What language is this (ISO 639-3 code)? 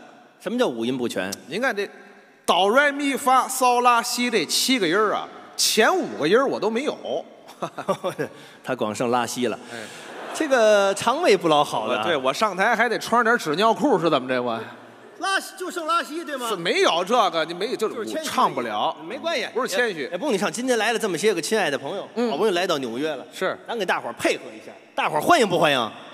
zho